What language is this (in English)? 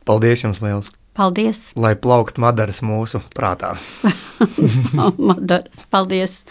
Latvian